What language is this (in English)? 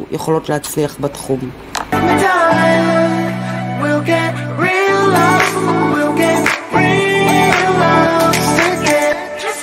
Hebrew